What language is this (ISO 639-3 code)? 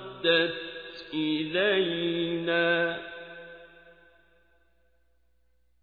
ara